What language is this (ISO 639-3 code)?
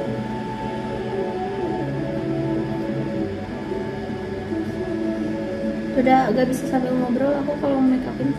ind